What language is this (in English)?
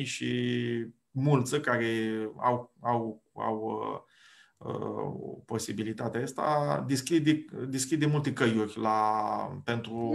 Aromanian